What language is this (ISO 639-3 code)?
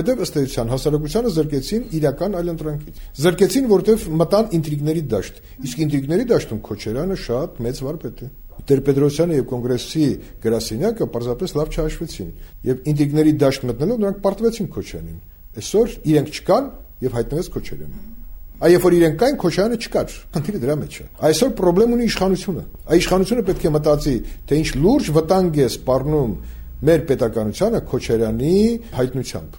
hye